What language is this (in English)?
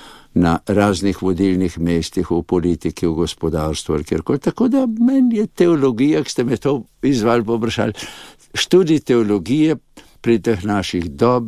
Slovenian